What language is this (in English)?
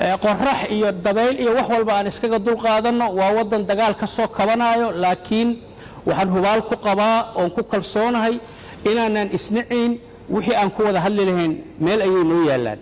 Somali